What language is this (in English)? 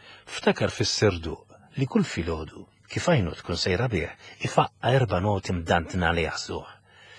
Maltese